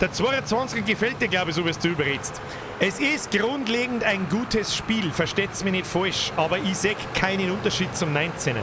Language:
Bavarian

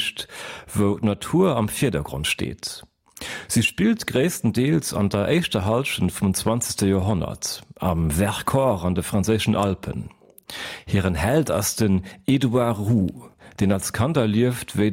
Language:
Luxembourgish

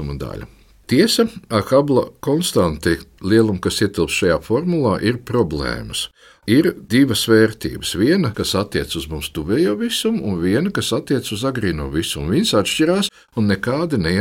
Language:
Latvian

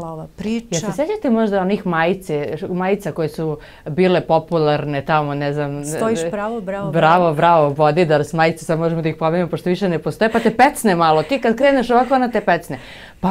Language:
Serbian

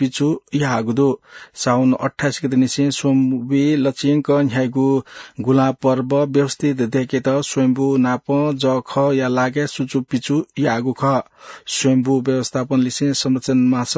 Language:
Newari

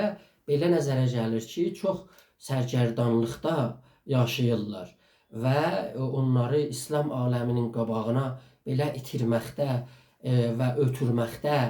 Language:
South Azerbaijani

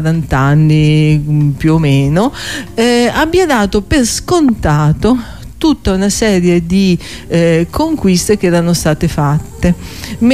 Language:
Italian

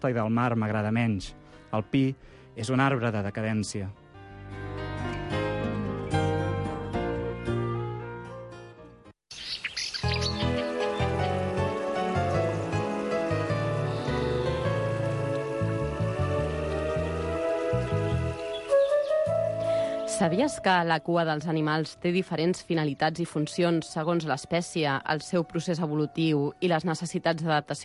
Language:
Catalan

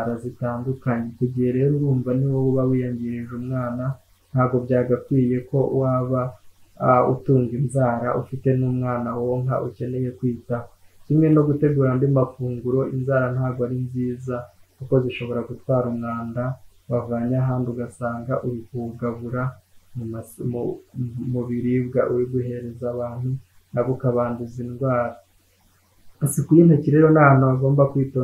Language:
Kinyarwanda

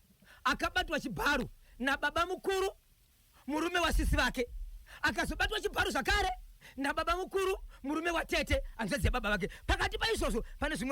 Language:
Shona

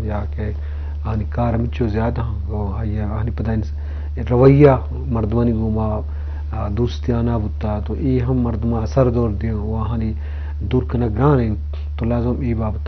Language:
Eastern Balochi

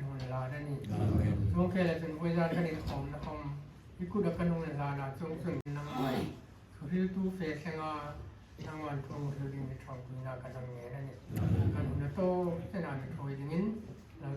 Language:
Hmar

